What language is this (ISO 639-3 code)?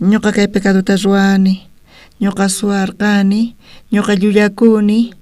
quh